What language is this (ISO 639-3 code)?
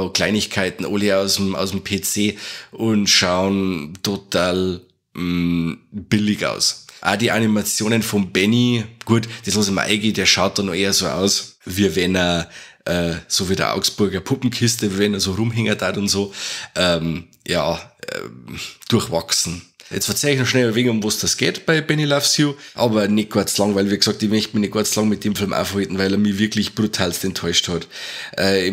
bar